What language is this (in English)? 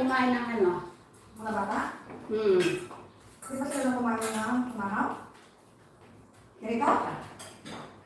Filipino